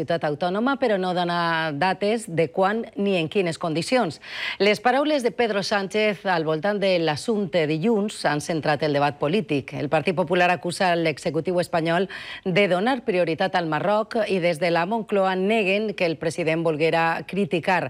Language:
Catalan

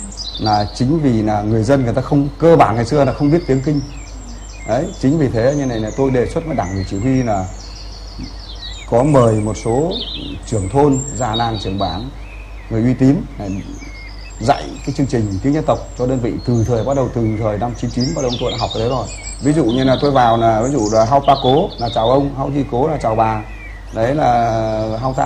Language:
Vietnamese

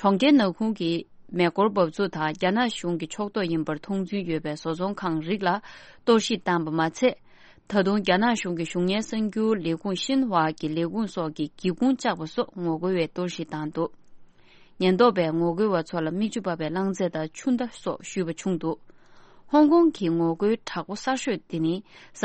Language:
Tibetan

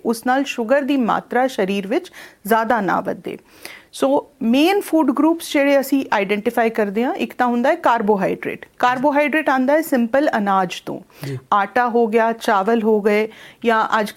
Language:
Punjabi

